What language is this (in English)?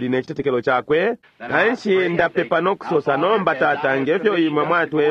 Bemba